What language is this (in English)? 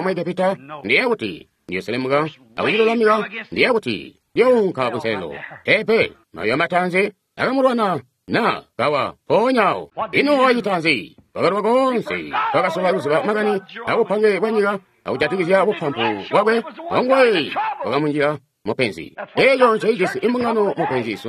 Tonga (Zambia)